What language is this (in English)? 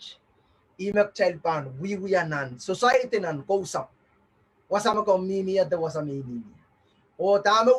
Pohnpeian